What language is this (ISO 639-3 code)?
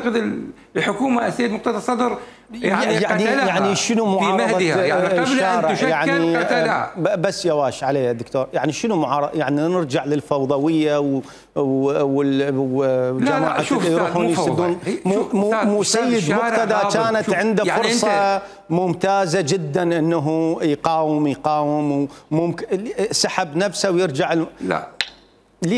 acm